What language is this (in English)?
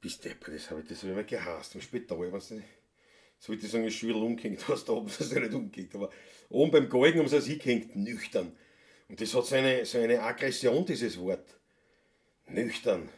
Bavarian